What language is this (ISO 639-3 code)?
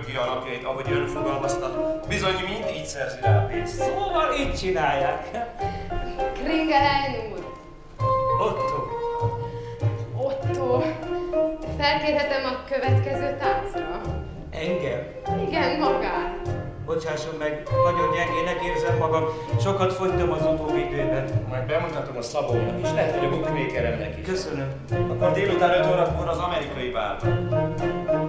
hun